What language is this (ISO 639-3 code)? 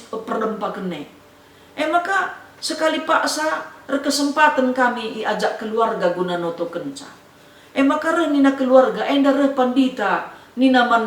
btx